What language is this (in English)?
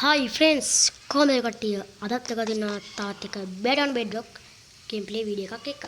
Sinhala